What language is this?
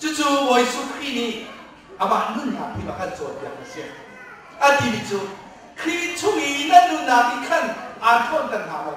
Hakha Chin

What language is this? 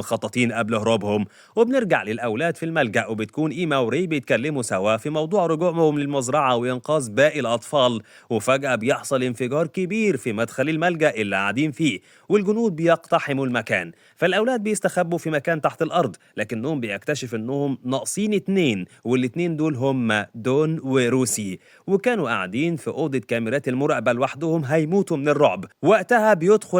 Egyptian Arabic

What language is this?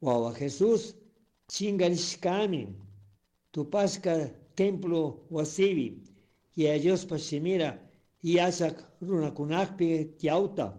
Chimborazo Highland Quichua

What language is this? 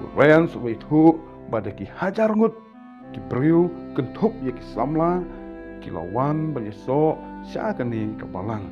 Khasi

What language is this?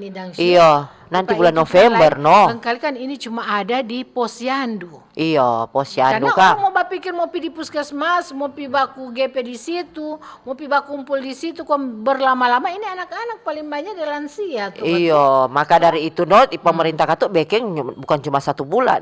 Manado Malay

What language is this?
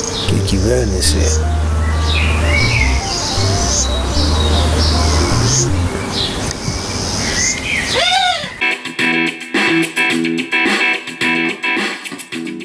Greek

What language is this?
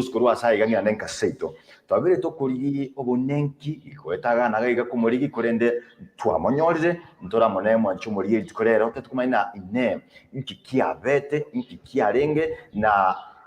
Gusii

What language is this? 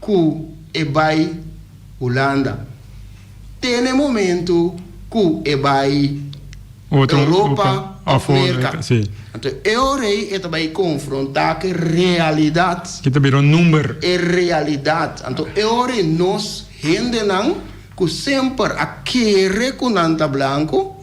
Papiamento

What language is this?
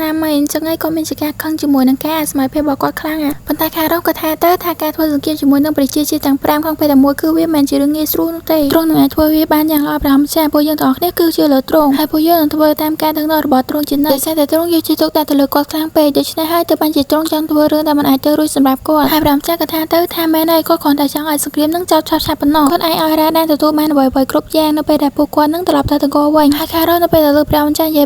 Khmer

